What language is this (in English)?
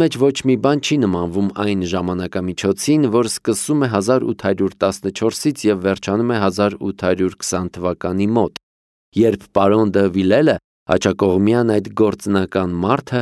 Armenian